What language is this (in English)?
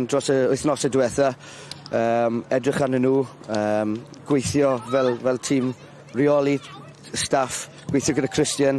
Welsh